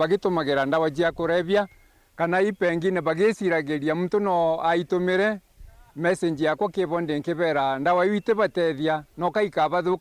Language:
Meru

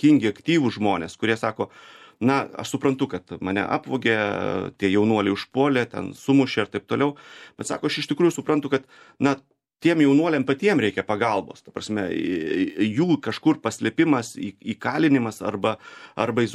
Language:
Lithuanian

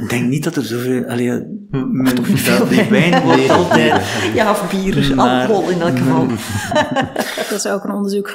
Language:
Dutch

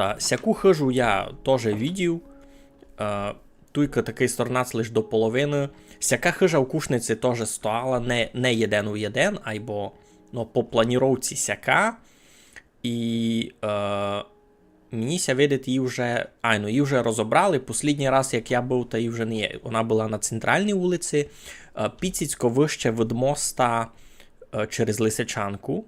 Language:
Rusyn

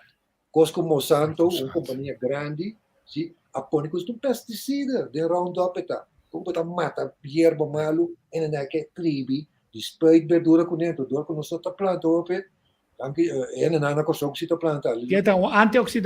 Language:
Papiamento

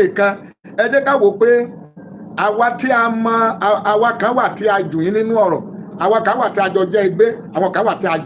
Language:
Yoruba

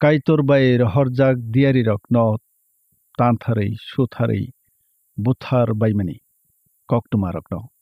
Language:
Kok Borok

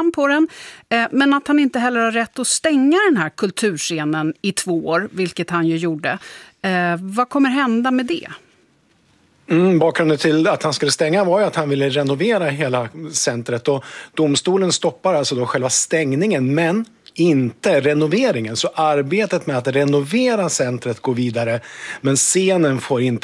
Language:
Swedish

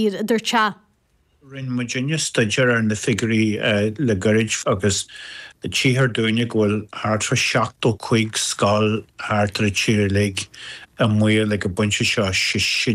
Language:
Irish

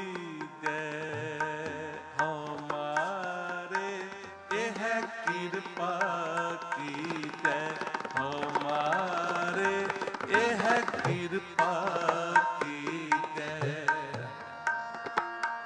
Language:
Punjabi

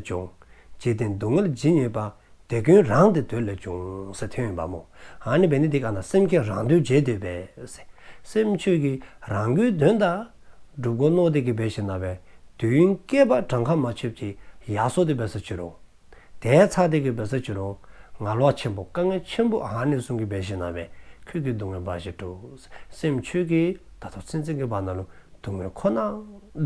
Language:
Dzongkha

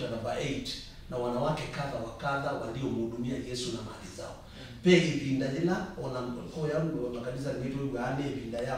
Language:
Kamba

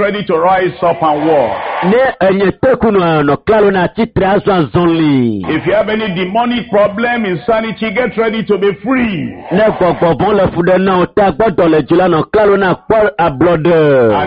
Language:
Ewe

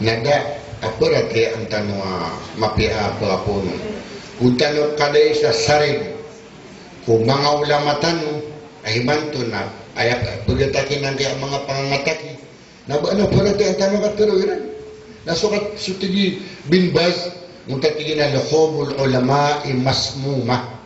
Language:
Maranao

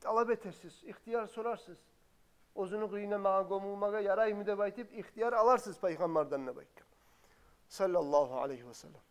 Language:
Kumyk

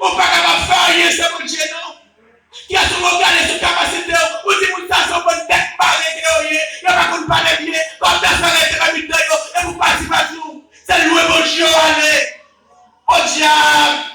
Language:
Haitian Creole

